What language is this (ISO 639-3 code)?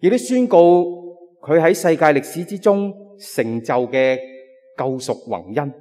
yue